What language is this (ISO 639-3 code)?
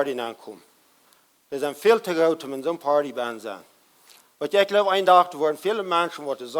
pdt